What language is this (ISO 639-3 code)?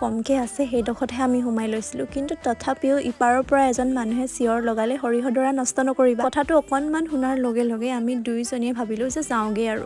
asm